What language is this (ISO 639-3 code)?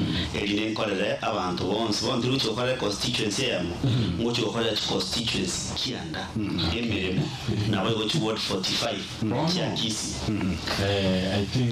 guz